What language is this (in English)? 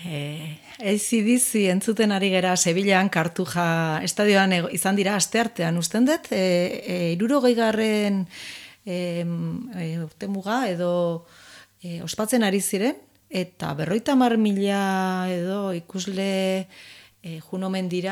Basque